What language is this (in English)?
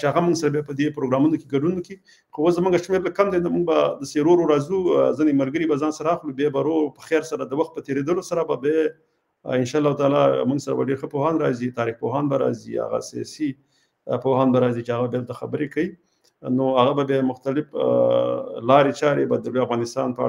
Pashto